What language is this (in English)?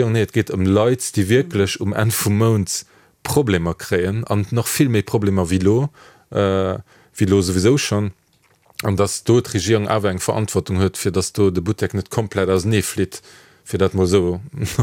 Luxembourgish